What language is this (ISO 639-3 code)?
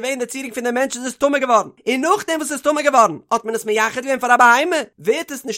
yid